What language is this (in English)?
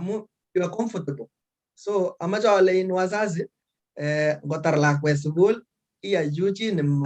Kalenjin